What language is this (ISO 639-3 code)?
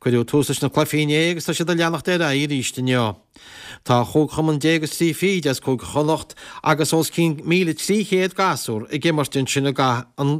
gle